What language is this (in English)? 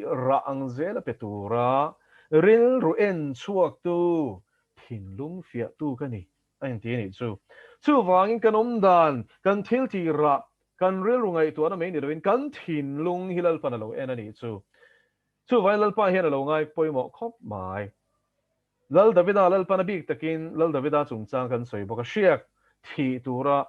Mizo